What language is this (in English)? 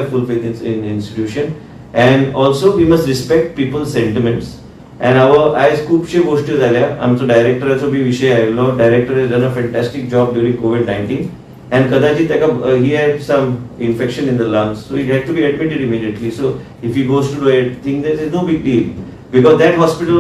Konkani